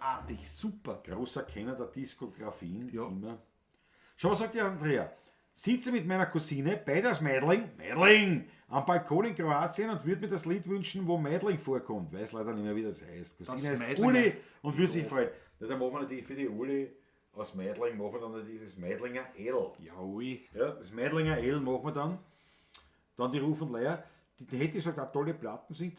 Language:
Bavarian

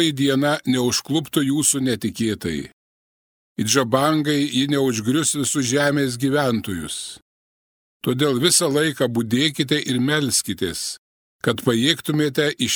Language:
Lithuanian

